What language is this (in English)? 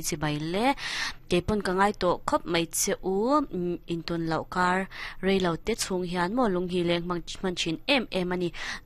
Mizo